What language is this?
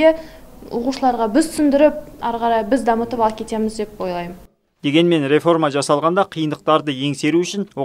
Kazakh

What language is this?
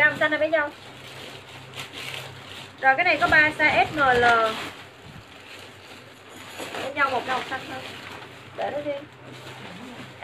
Vietnamese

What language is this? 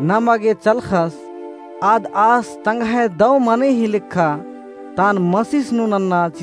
Kurukh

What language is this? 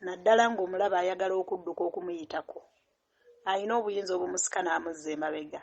Ganda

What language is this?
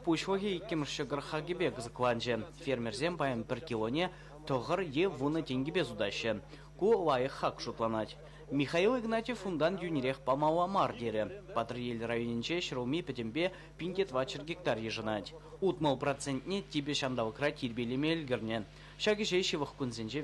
Chuvash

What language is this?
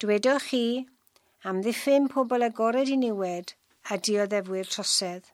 Welsh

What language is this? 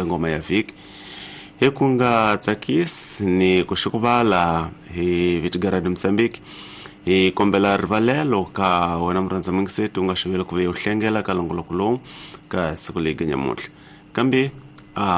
Tsonga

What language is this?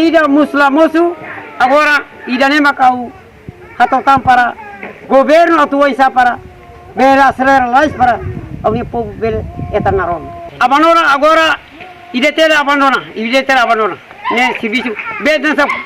Tetum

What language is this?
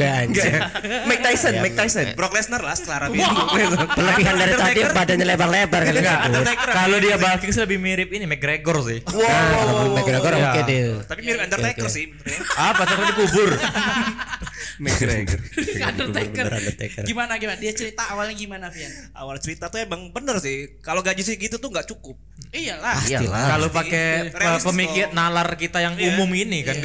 Indonesian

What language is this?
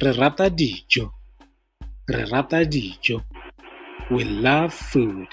Tswana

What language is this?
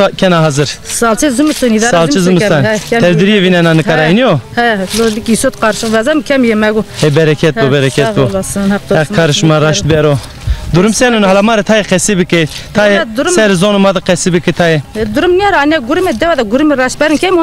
Zaza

